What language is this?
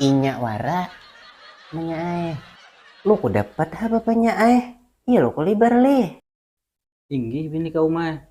Banjar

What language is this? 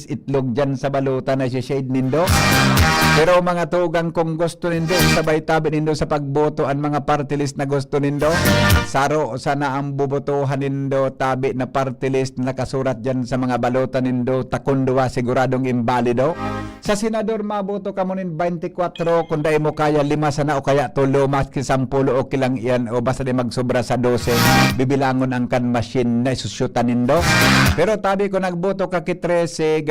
Bikol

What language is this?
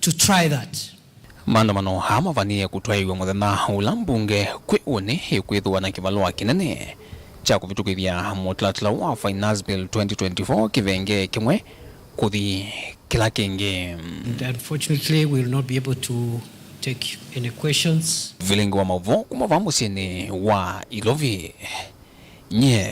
Kamba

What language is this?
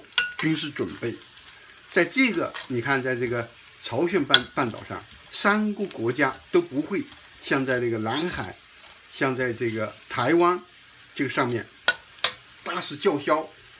Chinese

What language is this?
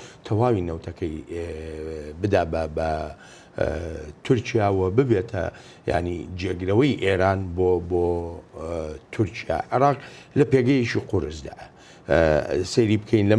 Central Kurdish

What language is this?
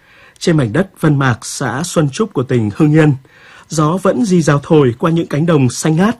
Vietnamese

